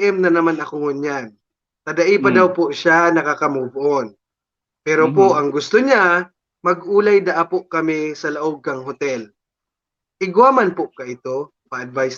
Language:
Bikol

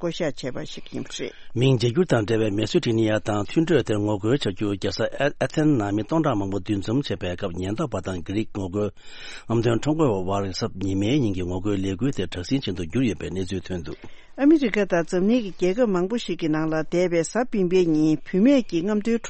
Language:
Tibetan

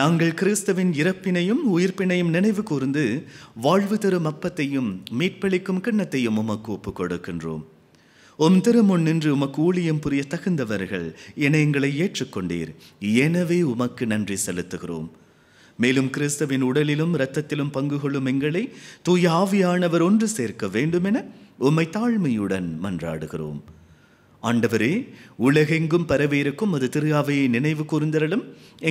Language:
Tamil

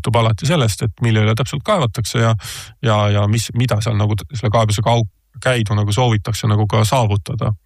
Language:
Estonian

